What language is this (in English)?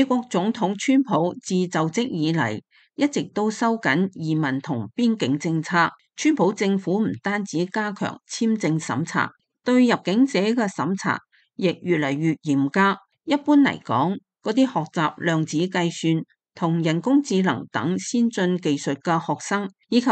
Cantonese